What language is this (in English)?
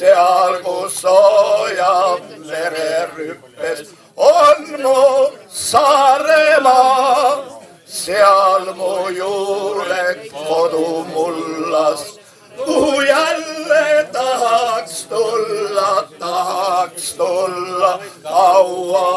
Estonian